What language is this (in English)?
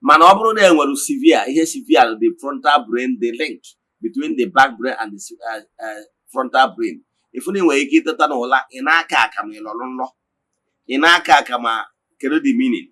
Igbo